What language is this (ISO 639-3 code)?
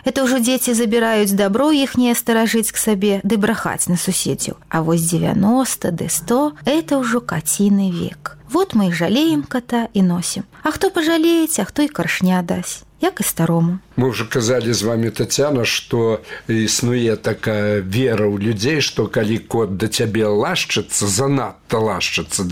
bel